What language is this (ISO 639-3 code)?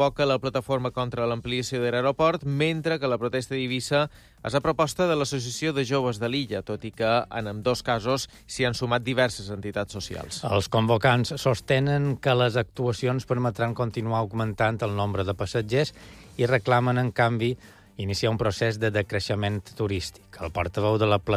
cat